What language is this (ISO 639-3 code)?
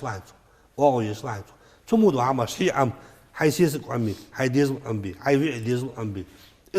inh